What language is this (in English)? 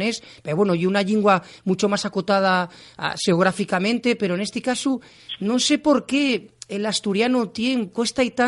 Asturian